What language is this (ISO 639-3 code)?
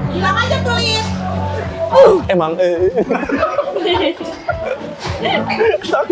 ind